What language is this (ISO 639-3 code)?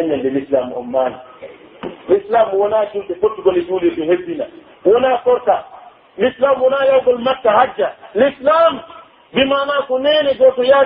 fuf